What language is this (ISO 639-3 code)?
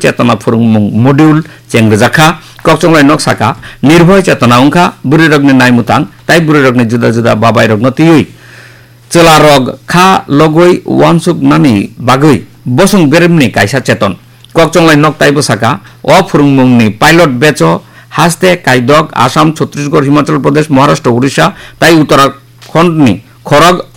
trp